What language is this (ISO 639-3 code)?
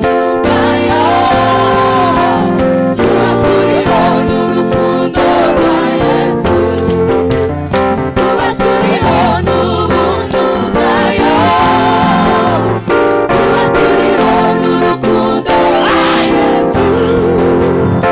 kin